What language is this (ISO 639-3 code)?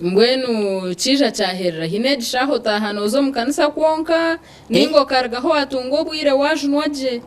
nyn